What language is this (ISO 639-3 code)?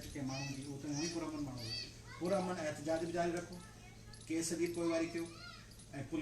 snd